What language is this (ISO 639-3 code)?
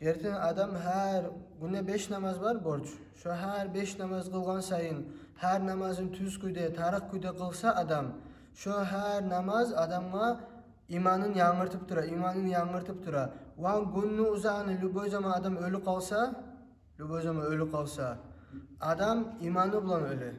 kum